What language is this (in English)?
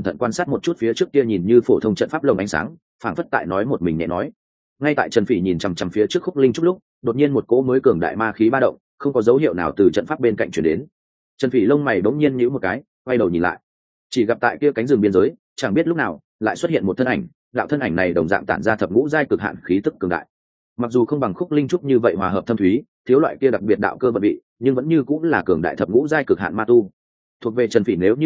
Vietnamese